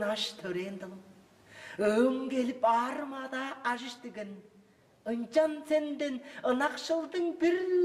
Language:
Tuvinian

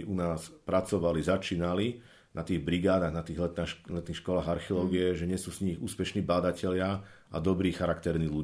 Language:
Slovak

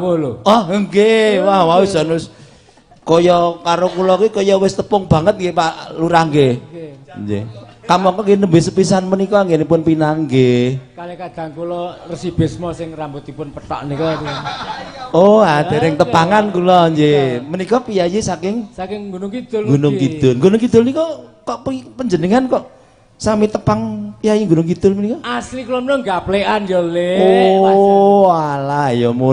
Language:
Javanese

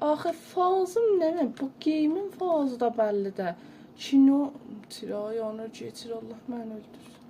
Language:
South Azerbaijani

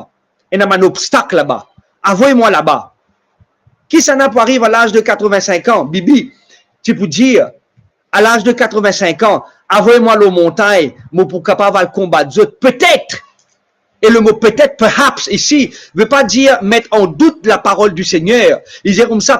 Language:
Morisyen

